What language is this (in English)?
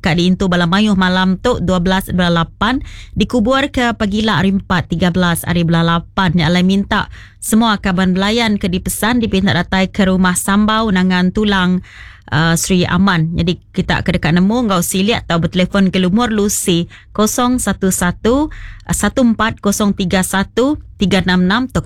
Iban